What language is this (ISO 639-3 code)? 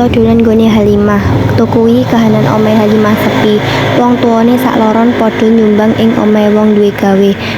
jav